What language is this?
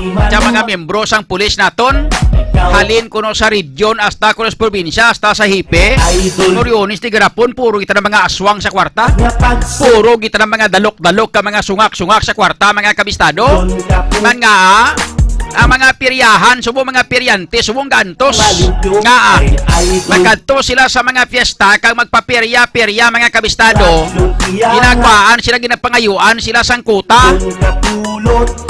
Hiligaynon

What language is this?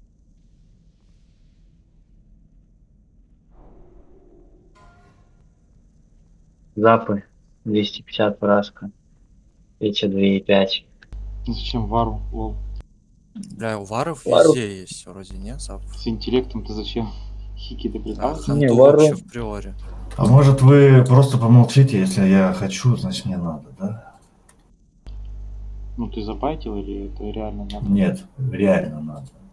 Russian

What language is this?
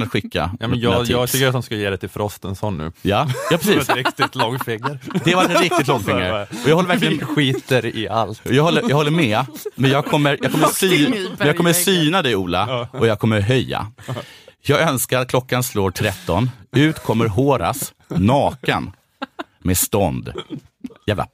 Swedish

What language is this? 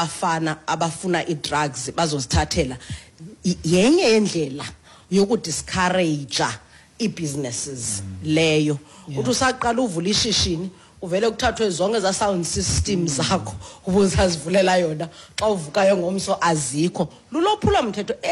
Xhosa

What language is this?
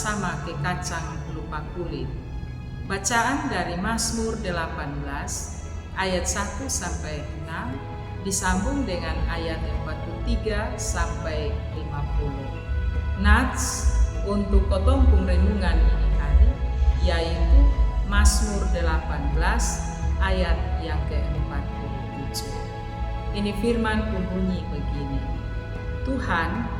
Kupang Malay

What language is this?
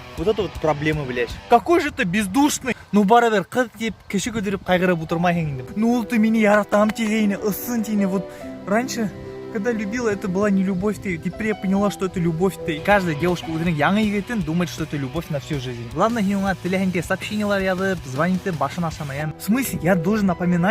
Bashkir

